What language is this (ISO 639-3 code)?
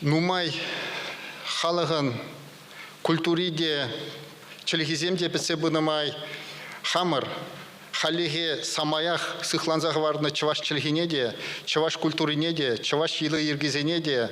chv